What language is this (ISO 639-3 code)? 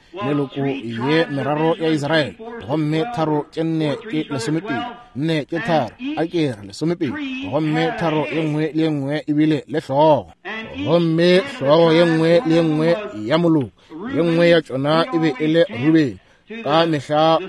nso